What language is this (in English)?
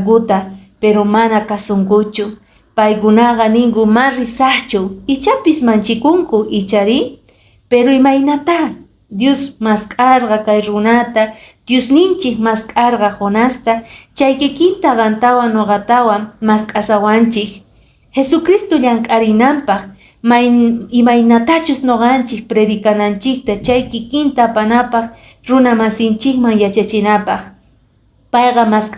Quechua